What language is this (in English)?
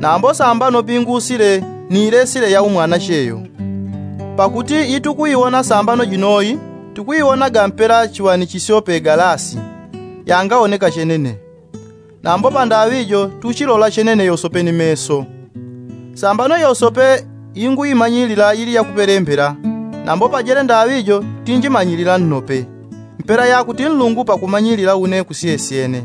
Yao